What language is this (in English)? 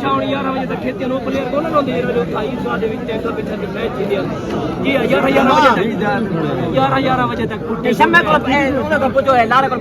Saraiki